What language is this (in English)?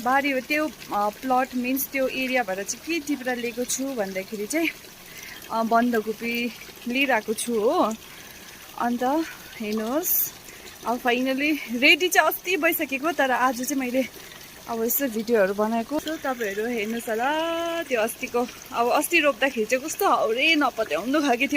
Nepali